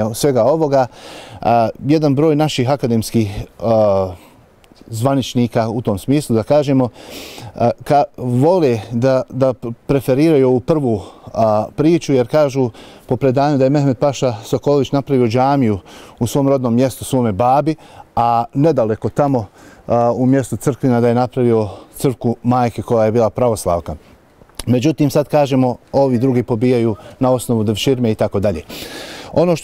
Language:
Bosnian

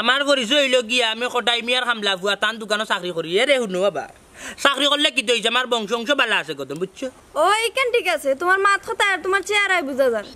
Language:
Sylheti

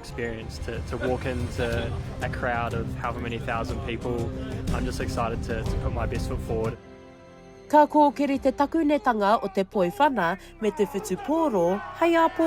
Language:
Māori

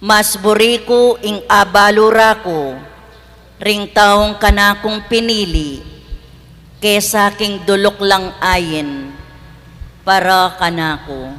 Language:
Pampanga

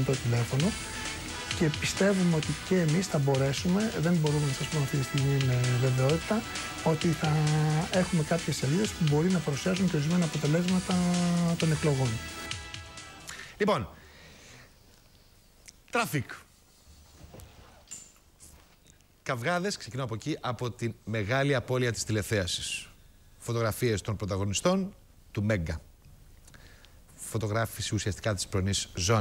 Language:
Greek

